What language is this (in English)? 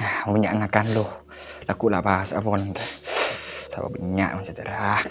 Madurese